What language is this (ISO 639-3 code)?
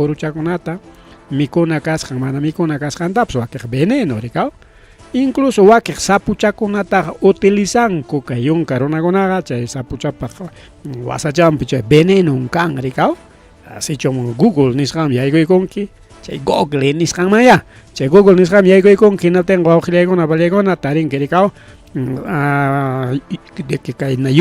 quy